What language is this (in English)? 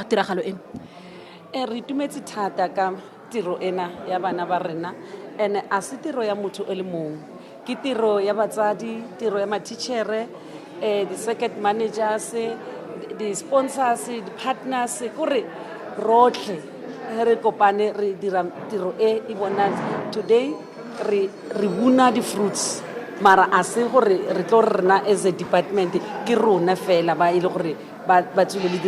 Tswana